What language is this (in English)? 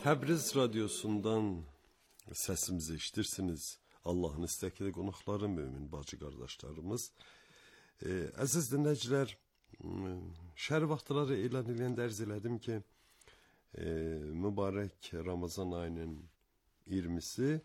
Azerbaijani